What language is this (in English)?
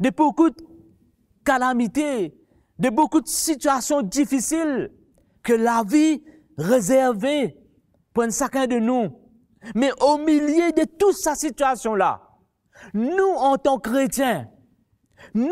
Morisyen